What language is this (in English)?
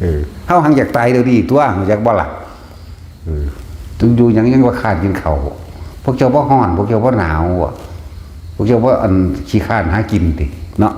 Northeastern Thai